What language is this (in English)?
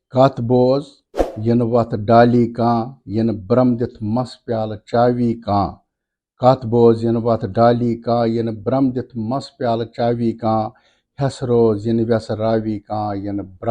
Kashmiri